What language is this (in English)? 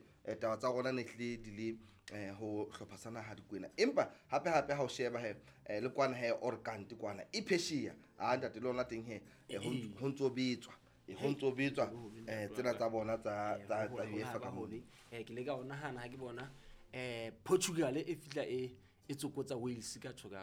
Southern Sotho